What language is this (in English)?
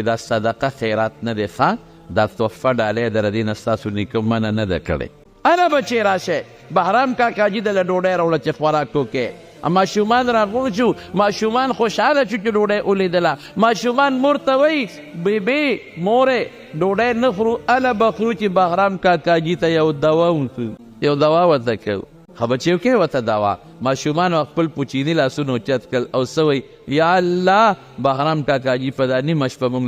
Pashto